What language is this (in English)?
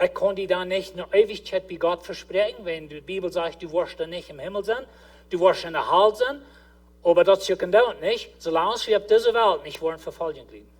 Plautdietsch